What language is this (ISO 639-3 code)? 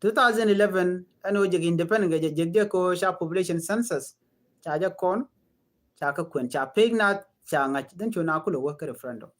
nus